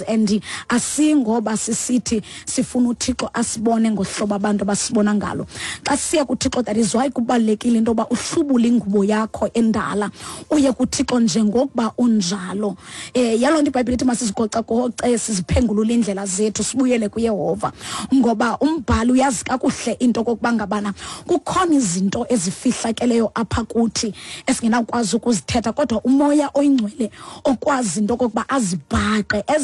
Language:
Xhosa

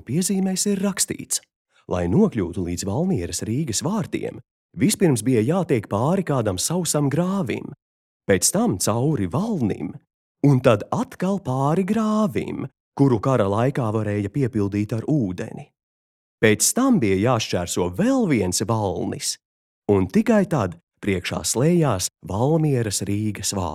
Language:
Latvian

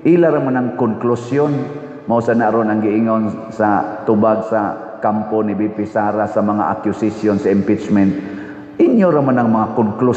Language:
Cebuano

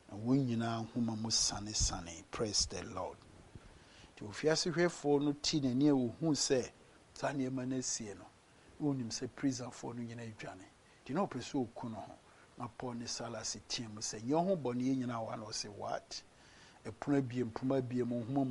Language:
Akan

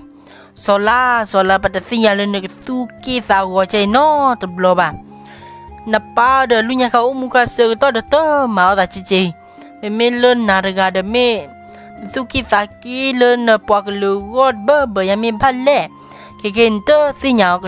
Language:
S'gaw Karen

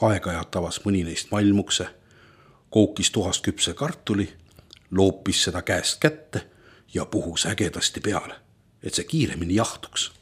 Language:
Estonian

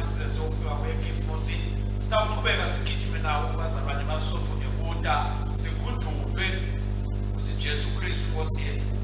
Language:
Swati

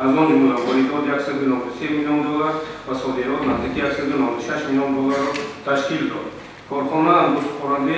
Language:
Tajik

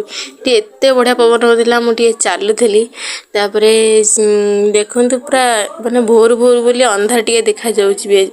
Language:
Odia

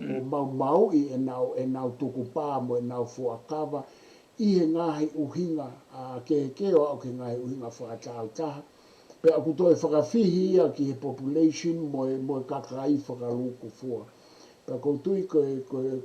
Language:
Tongan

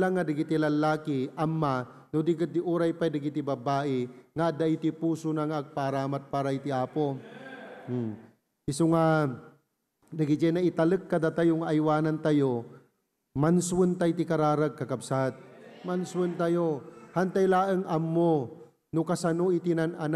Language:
Iloko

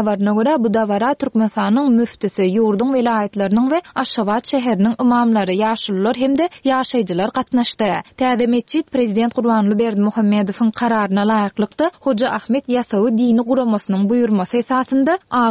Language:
Turkmen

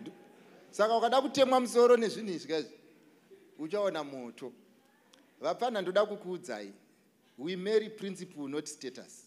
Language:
Shona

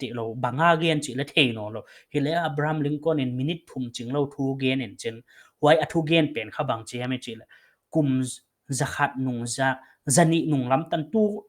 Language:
Paite Chin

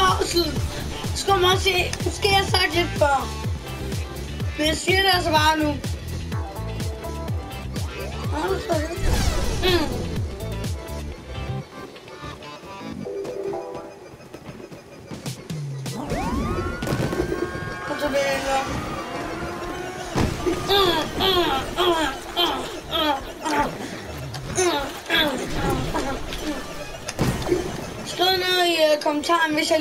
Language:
Danish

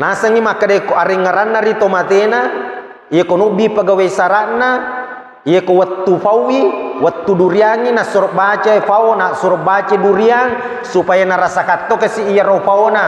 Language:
Buginese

